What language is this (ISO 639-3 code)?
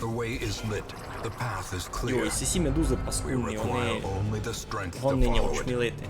rue